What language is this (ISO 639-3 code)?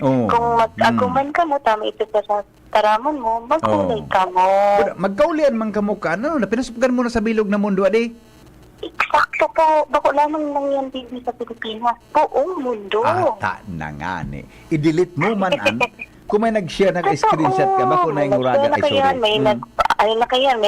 bik